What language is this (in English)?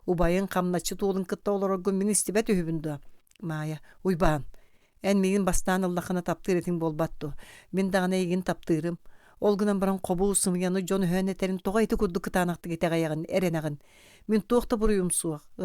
Yakut